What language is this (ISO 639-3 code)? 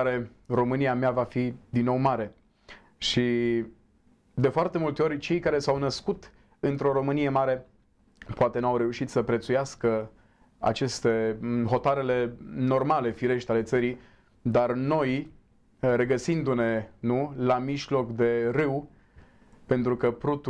ron